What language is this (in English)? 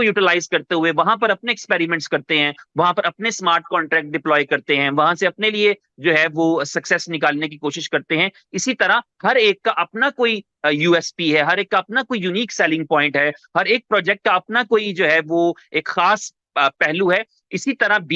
Hindi